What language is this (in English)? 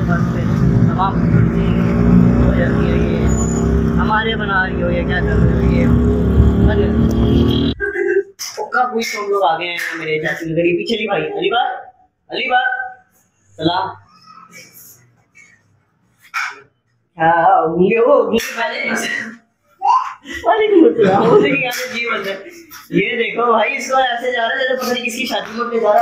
Hindi